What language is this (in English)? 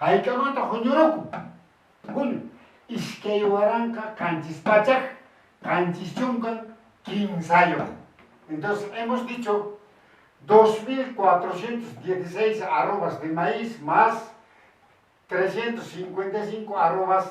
Quechua